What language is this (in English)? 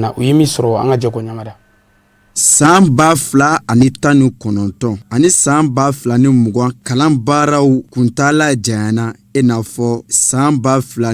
Bambara